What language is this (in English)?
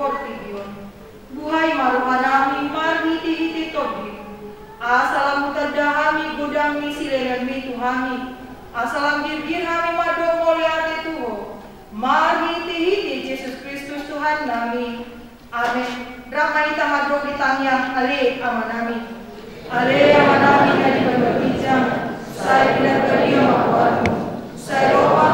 Batak Toba